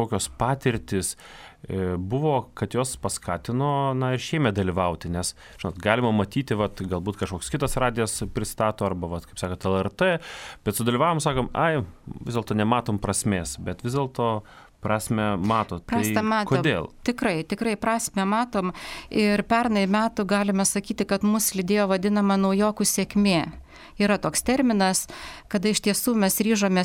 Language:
Lithuanian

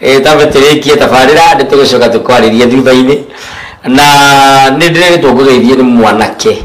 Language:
Kikuyu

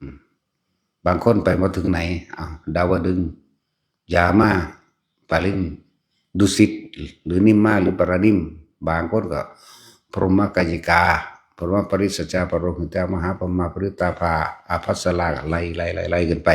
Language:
Northeastern Thai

